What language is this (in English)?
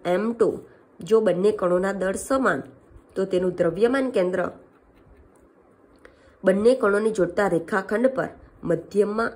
Gujarati